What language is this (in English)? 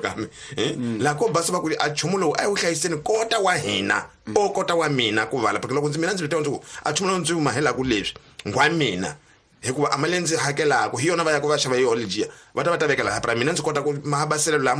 Tsonga